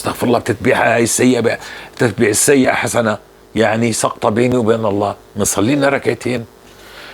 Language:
North Levantine Arabic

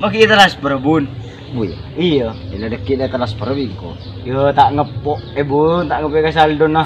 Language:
Madurese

